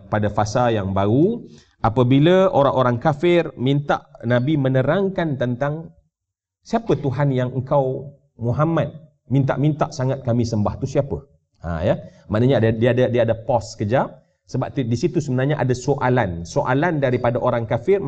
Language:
Malay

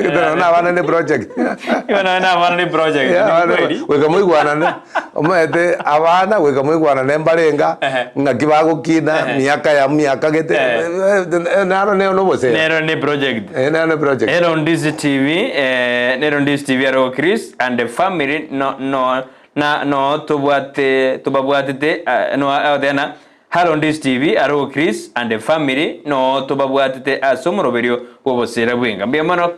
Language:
Gusii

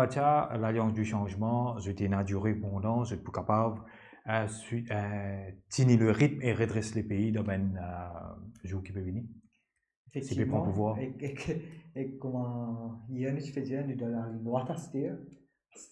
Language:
Morisyen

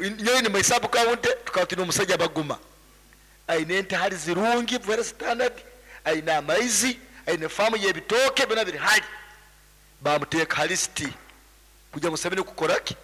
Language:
Nyankole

